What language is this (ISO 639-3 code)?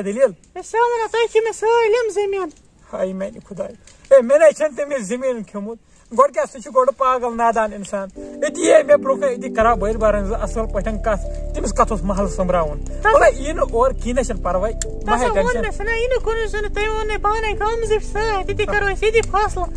kas